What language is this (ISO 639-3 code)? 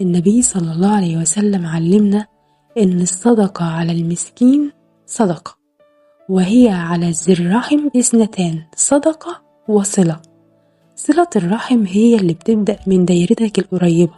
arz